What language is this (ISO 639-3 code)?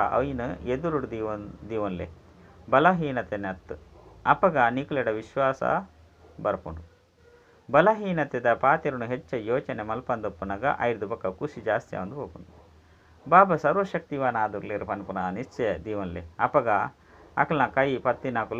tcy